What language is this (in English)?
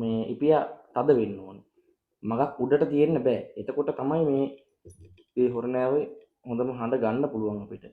Sinhala